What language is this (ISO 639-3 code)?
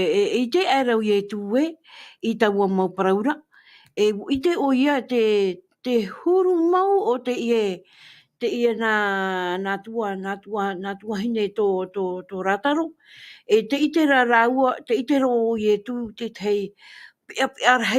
tah